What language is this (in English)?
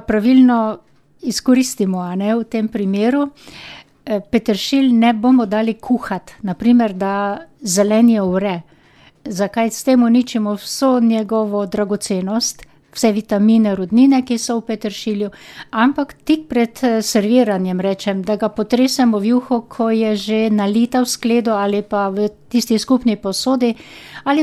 Slovenian